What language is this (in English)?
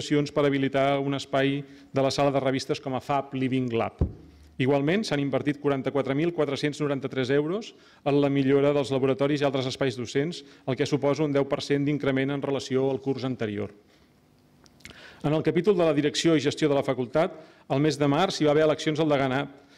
Catalan